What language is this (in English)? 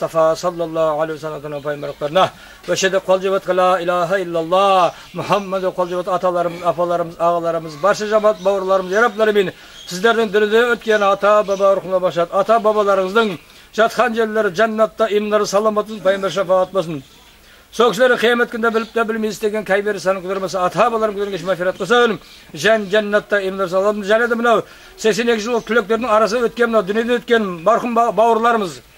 Kazakh